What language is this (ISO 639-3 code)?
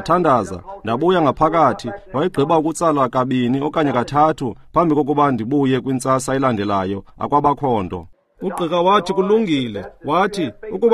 xho